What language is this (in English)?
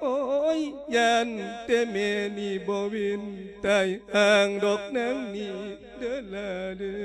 Lao